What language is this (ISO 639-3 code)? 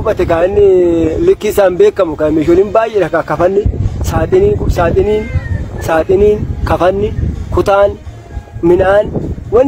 orm